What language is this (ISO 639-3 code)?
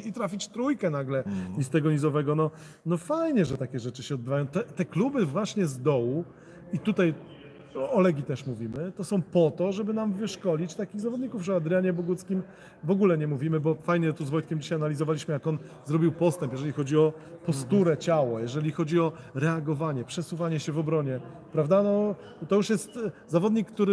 pol